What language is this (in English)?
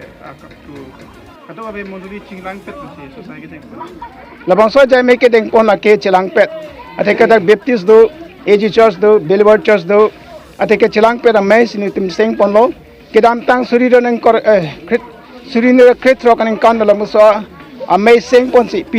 Karbi